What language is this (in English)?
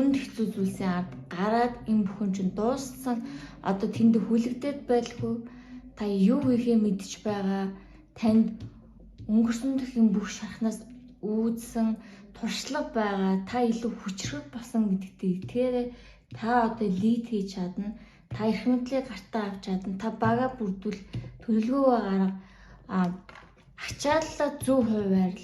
Mongolian